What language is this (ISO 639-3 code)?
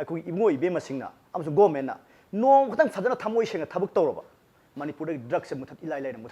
mni